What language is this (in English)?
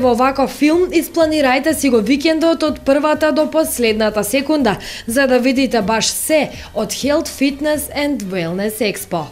Macedonian